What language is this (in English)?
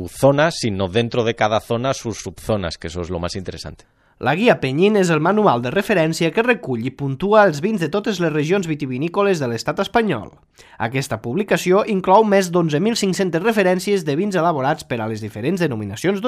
Catalan